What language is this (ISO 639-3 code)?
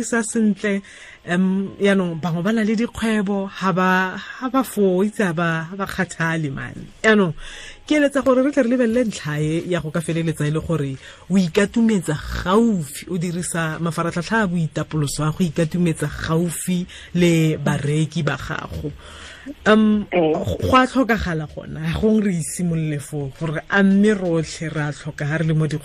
tsn